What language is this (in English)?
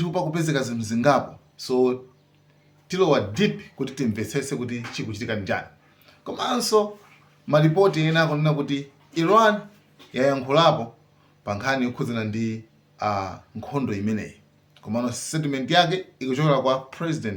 Nyanja